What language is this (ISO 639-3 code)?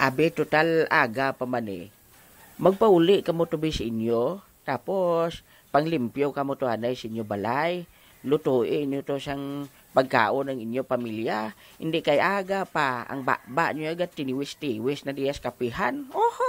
hil